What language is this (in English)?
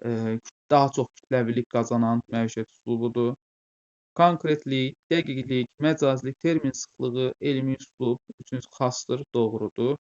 Azerbaijani